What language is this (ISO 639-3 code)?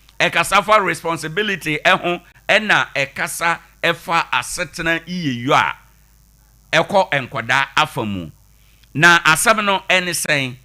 aka